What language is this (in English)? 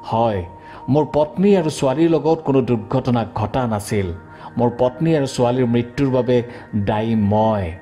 Assamese